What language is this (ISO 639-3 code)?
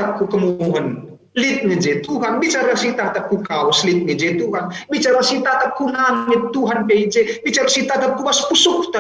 btx